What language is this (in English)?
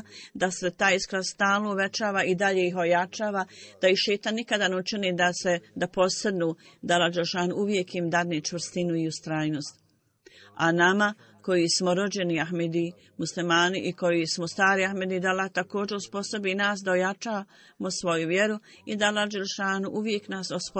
Bosnian